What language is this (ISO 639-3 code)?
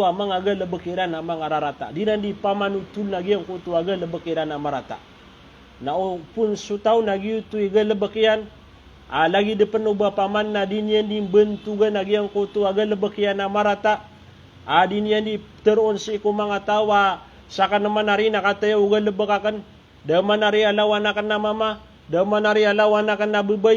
mrw